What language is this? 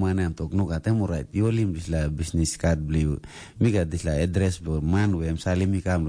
Tok Pisin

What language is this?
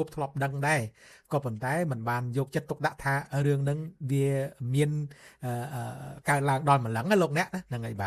Khmer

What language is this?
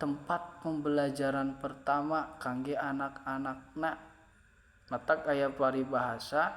Sundanese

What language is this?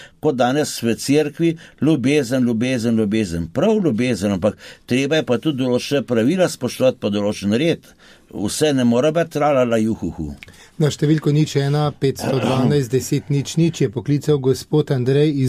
Slovenian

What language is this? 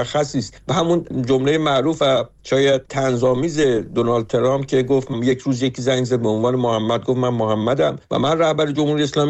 Persian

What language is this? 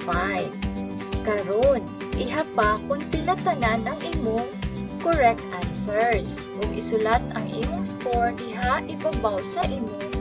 Cebuano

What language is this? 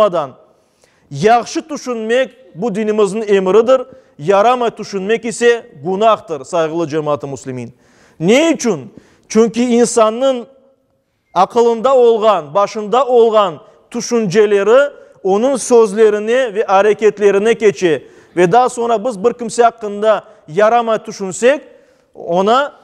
Crimean Tatar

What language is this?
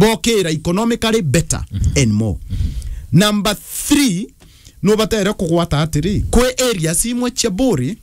Meru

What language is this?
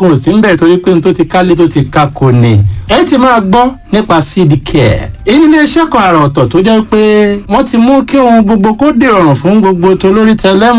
Yoruba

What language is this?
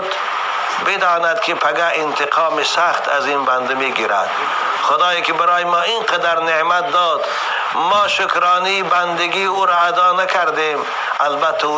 Tajik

